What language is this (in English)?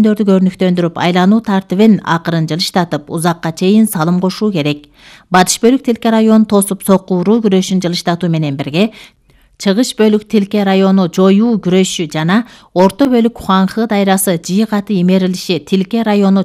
Kyrgyz